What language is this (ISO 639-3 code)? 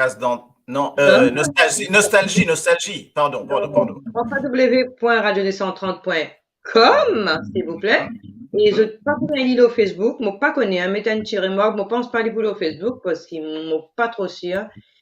mfe